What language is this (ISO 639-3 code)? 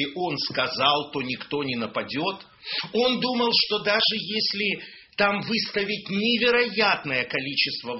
rus